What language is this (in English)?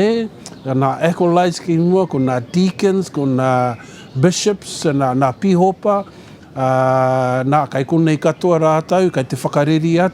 Māori